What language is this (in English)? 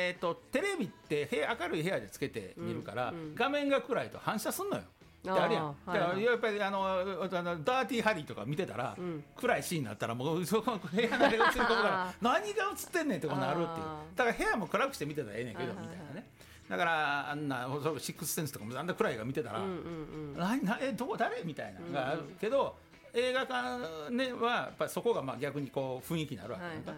Japanese